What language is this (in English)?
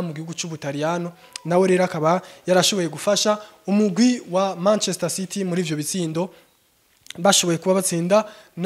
Rundi